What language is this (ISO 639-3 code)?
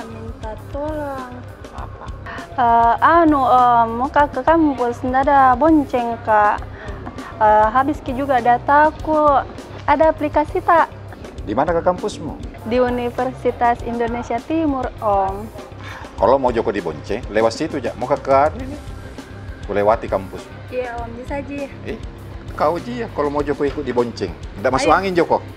mfp